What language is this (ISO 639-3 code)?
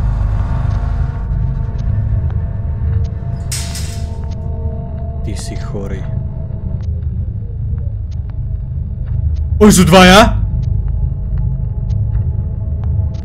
slk